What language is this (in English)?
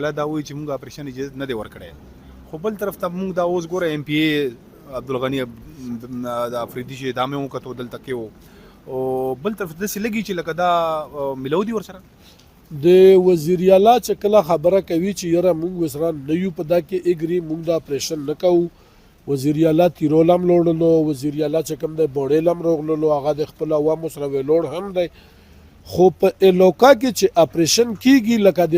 Pashto